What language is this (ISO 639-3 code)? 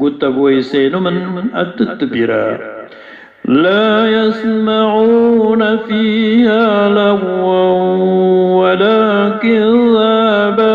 mrw